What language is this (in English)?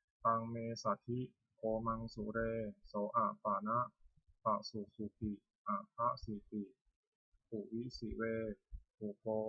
Pali